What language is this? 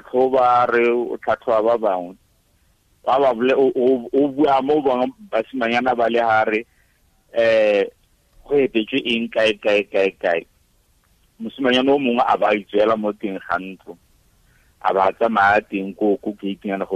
Tswana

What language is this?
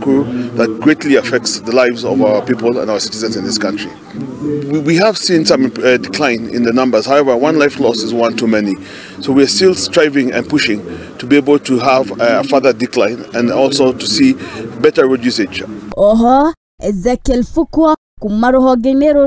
Kikuyu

